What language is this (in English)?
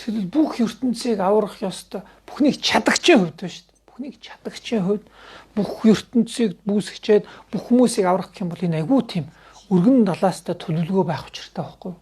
Mongolian